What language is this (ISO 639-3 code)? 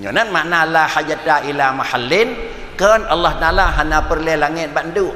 ace